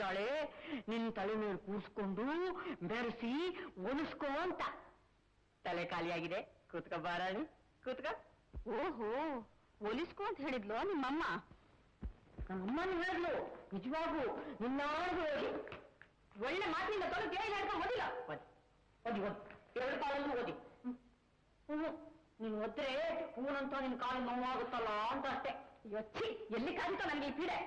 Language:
Kannada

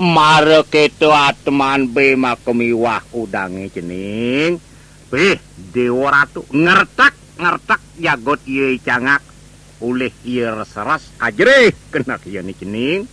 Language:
Balinese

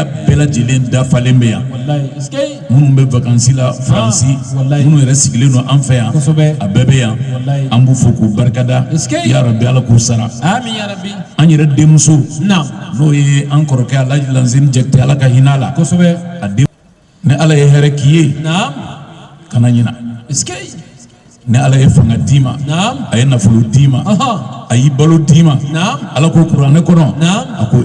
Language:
Bambara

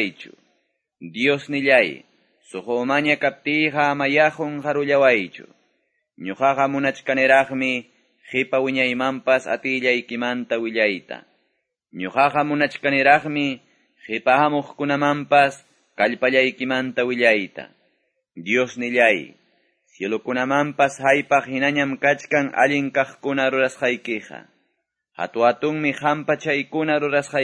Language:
Quechua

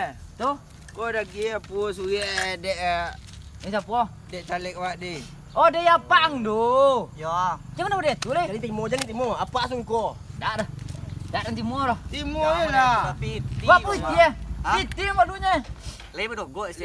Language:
Minangkabau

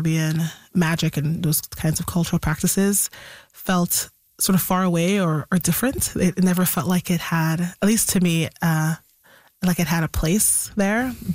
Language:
English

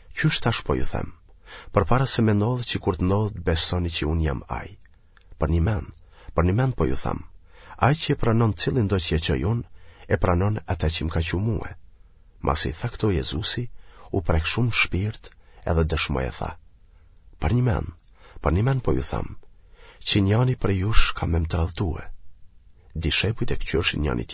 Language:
Albanian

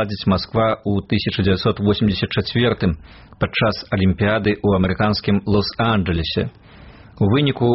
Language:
Belarusian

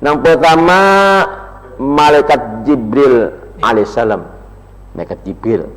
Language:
Banjar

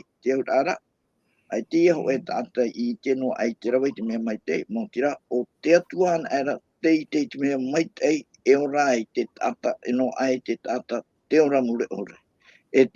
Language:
Tahitian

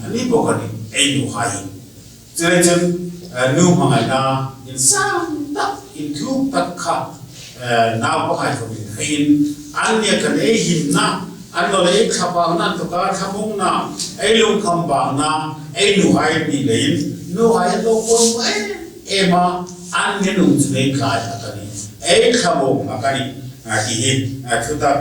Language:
Hmar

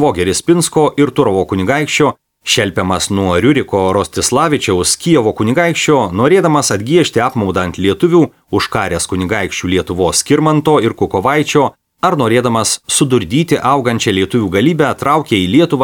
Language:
Lithuanian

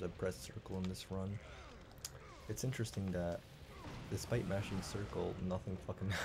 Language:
English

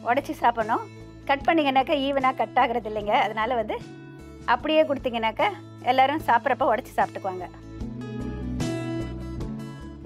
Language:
Tamil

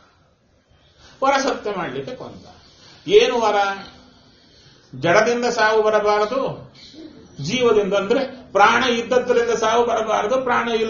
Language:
Kannada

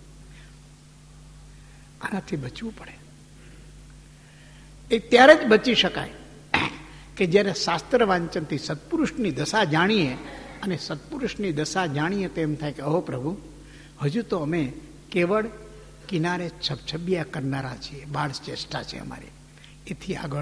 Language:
Gujarati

